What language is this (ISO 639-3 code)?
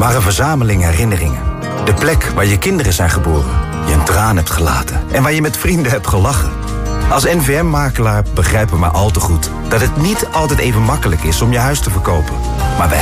nld